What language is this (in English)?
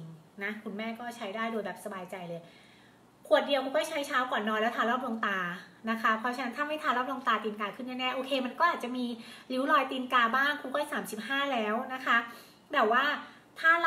Thai